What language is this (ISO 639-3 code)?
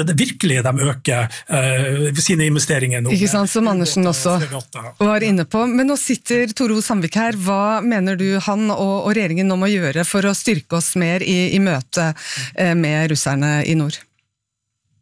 nor